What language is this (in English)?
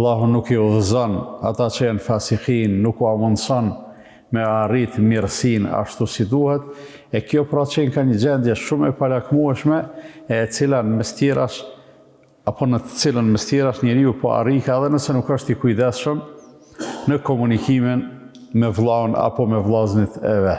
Albanian